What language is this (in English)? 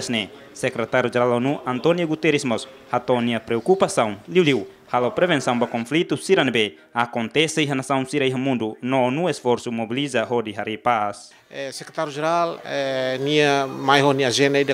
Tetum